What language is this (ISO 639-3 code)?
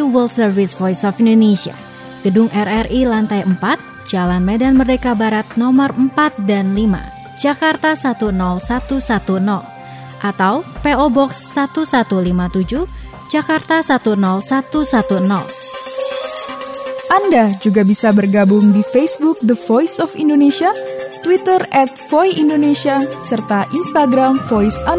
ind